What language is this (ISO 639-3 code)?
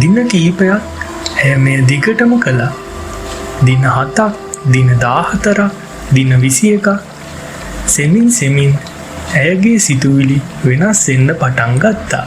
sin